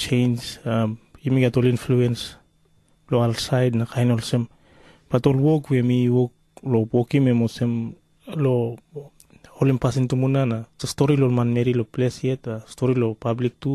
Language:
Tok Pisin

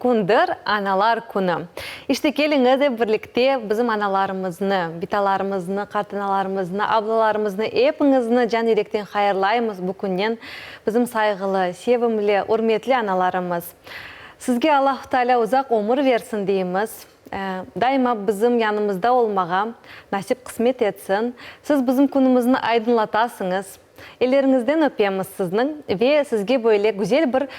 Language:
Crimean Tatar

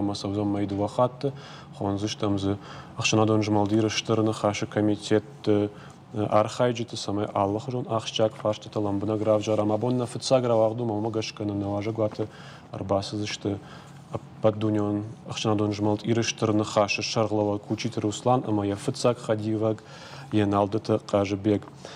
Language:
Ossetic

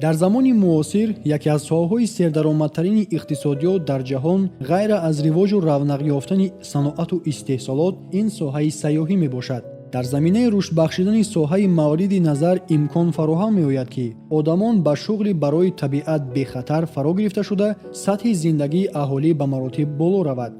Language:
Tajik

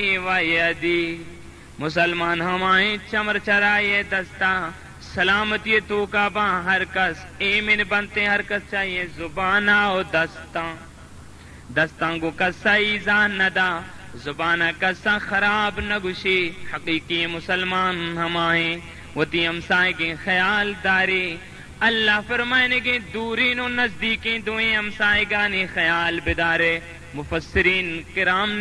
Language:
Baluchi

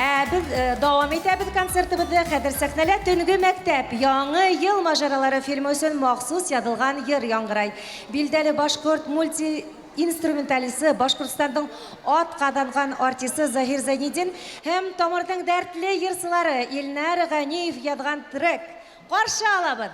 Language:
Bashkir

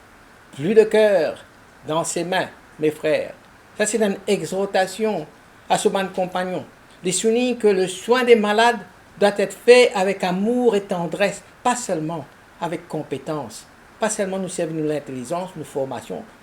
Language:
Morisyen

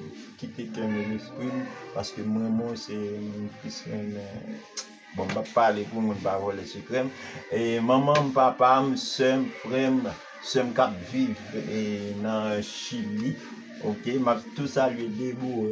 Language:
Haitian Creole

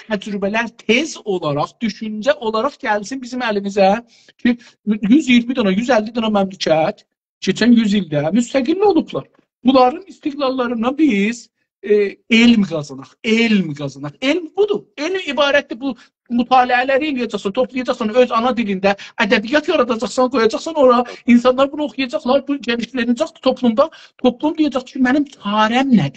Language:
South Azerbaijani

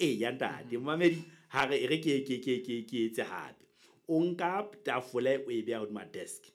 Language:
Southern Sotho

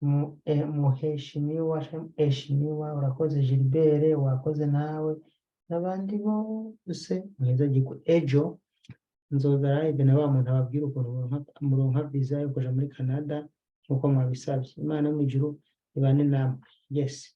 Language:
Rundi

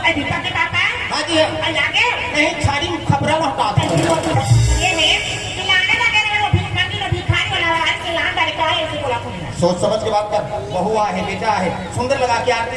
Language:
Chhattisgarhi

